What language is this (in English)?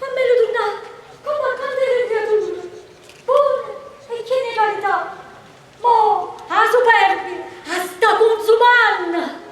Neapolitan